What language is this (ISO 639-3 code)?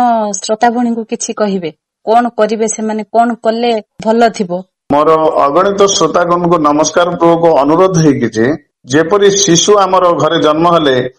ori